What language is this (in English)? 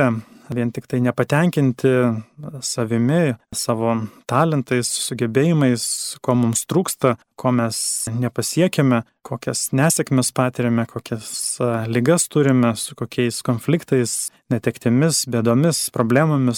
Lithuanian